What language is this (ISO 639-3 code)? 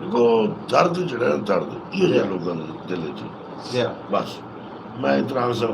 skr